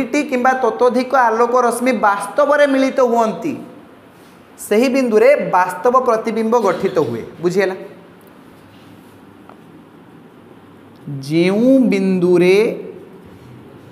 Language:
Odia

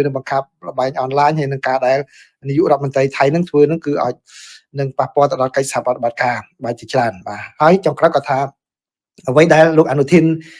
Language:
Khmer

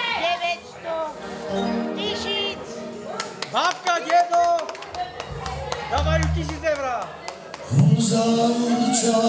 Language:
Slovak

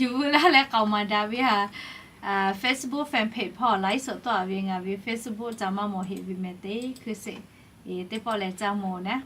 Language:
Lahu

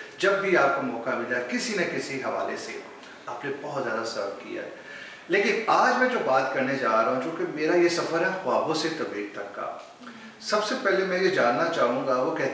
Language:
Urdu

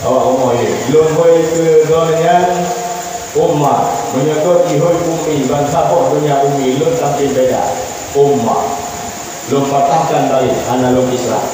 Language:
Achinese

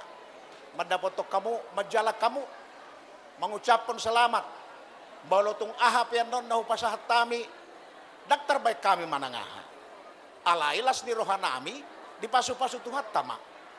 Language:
Batak Toba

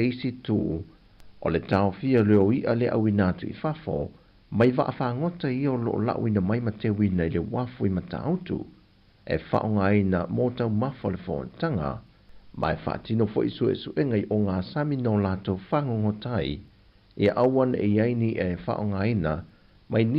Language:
Samoan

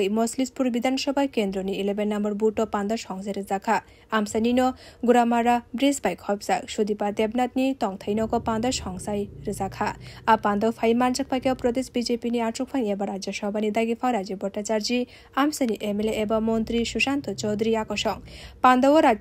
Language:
Kok Borok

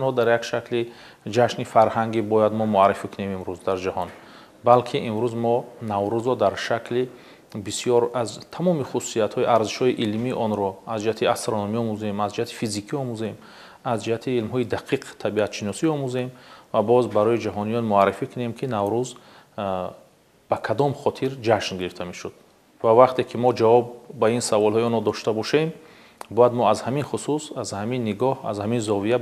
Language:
Tajik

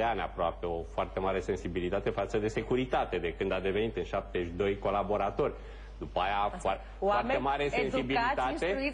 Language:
Romanian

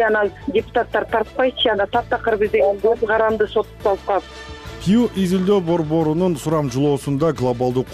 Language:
Kyrgyz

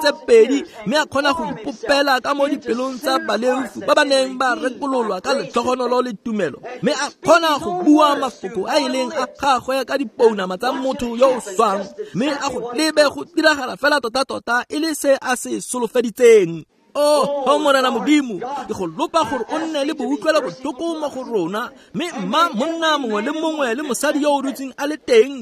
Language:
Tswana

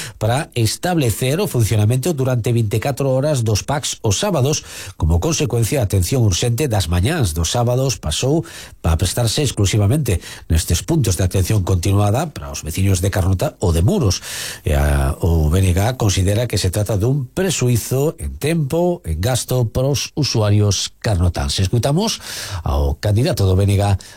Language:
Galician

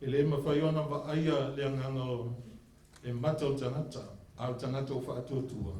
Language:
Samoan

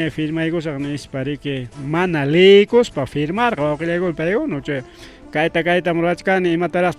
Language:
Ayacucho Quechua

